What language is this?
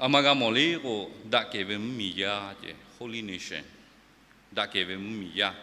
Lahu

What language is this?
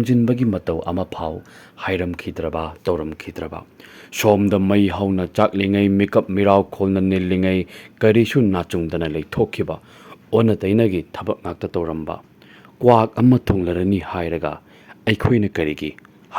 Manipuri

